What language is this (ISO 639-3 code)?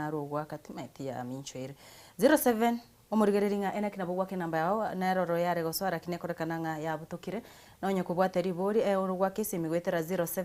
guz